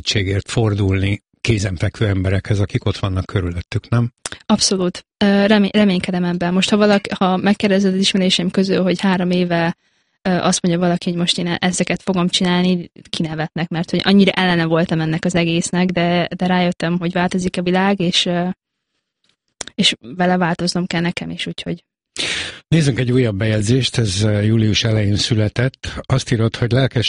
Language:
Hungarian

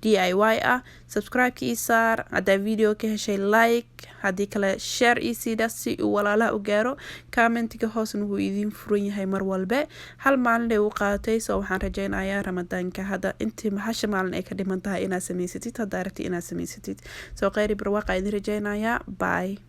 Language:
Somali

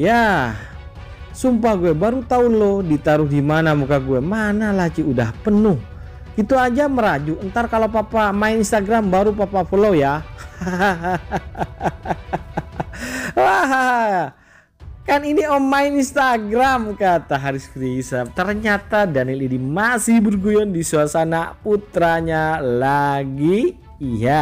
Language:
Indonesian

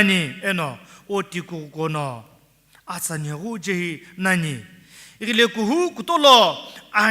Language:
Sumi Naga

